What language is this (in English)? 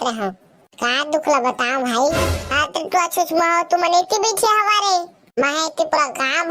Chhattisgarhi